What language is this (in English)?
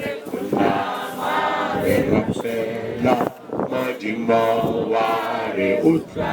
Northern Sotho